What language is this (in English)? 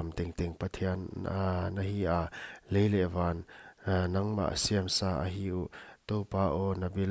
Paite Chin